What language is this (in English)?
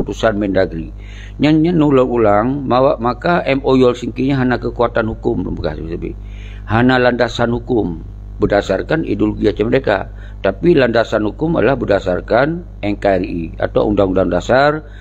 Achinese